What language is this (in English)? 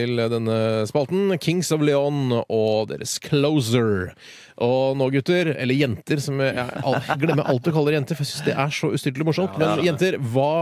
Norwegian